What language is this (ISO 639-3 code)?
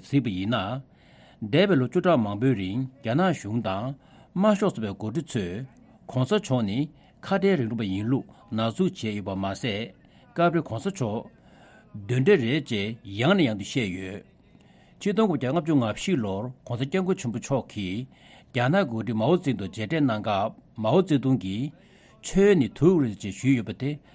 bod